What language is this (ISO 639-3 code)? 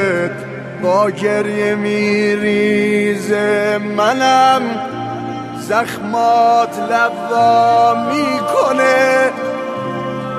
fas